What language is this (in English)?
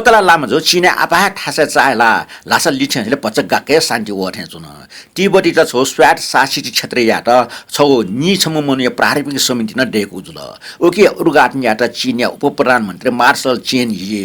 Newari